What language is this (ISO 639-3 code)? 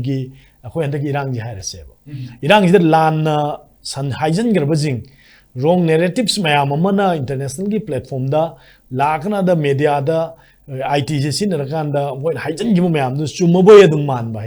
mni